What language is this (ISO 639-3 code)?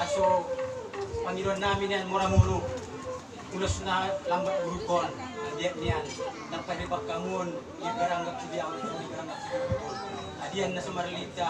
bbc